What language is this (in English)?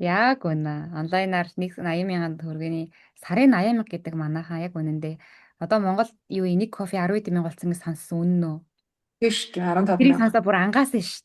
Mongolian